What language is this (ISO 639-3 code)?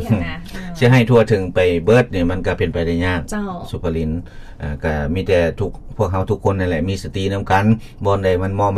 lao